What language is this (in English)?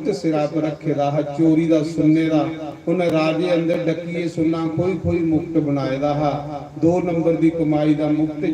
Dogri